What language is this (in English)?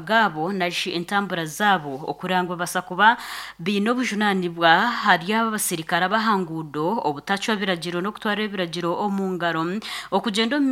Nyankole